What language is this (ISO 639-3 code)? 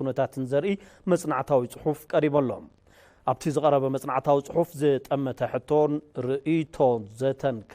tir